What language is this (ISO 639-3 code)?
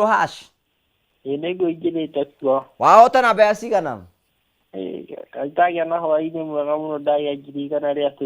kik